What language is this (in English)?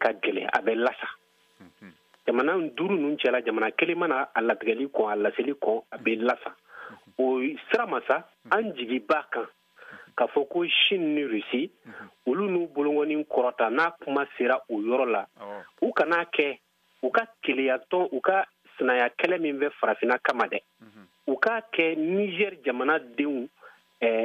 Bambara